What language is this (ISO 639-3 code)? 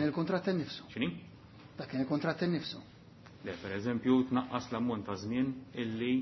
mlt